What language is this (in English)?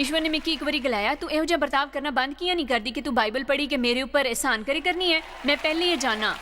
Dogri